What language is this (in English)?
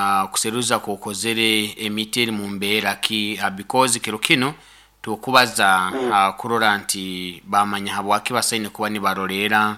Nyoro